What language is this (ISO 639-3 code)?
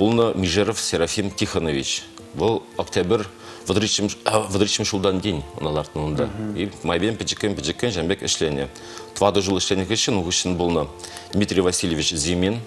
chv